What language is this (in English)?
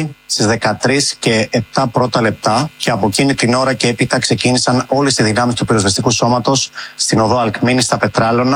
Greek